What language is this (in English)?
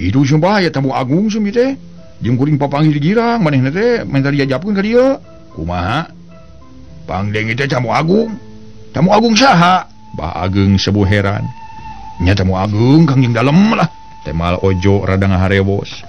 Sundanese